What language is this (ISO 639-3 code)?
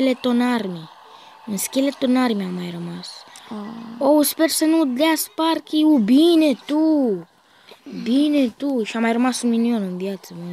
ron